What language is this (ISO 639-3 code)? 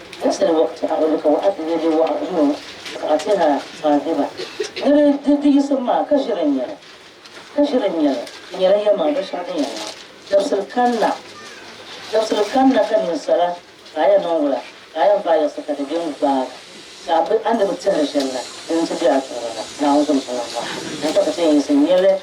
dag